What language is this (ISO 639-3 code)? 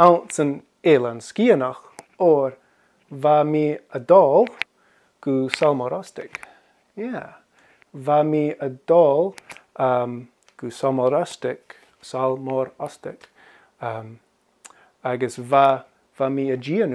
gla